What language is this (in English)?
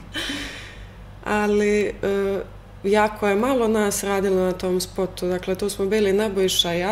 Serbian